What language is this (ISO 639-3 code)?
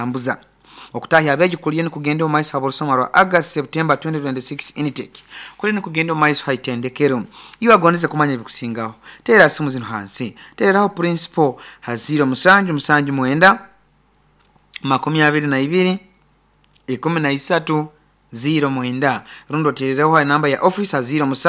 nyo